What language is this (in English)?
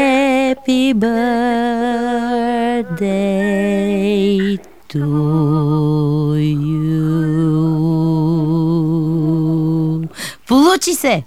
Bulgarian